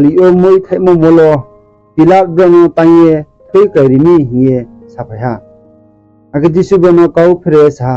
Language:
Riang (India)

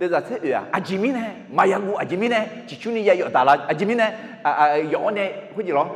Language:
Akha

